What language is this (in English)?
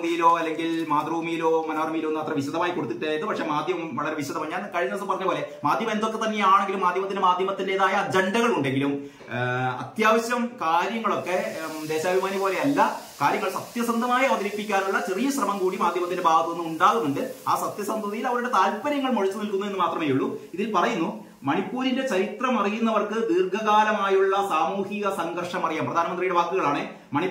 Malayalam